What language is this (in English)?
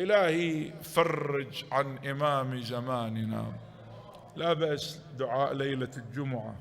Mesopotamian Arabic